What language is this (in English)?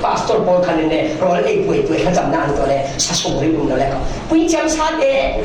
Falam Chin